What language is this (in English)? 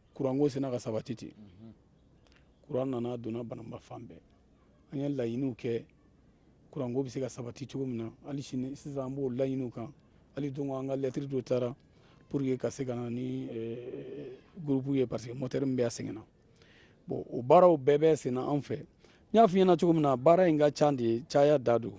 Bambara